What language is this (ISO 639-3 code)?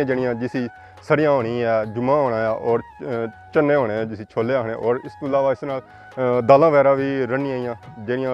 phr